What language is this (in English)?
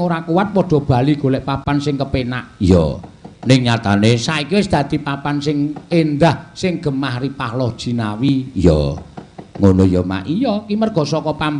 Javanese